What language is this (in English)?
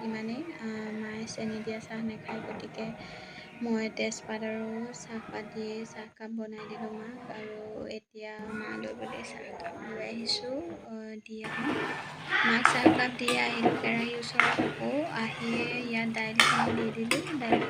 Assamese